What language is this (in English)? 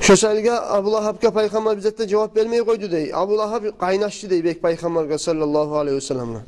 Kumyk